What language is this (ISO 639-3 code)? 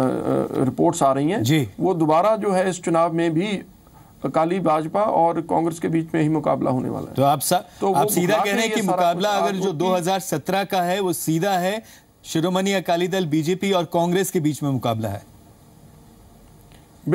hin